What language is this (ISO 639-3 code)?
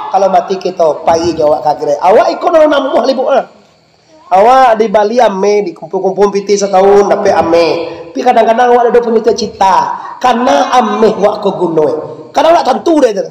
min